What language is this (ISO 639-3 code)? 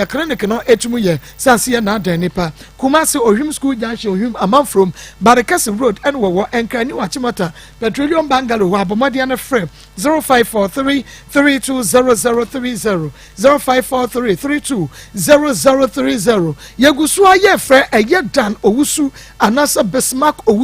aka